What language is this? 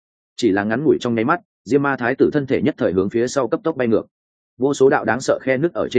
Vietnamese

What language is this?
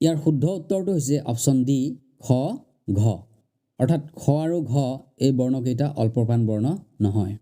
Assamese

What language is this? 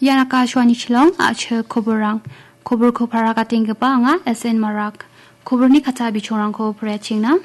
Garo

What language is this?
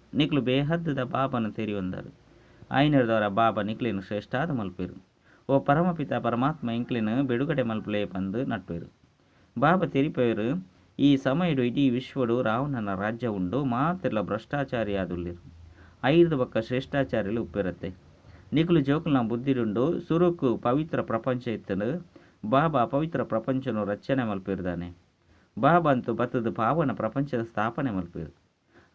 Tulu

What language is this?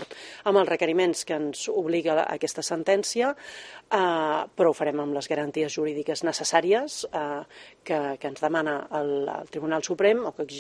Catalan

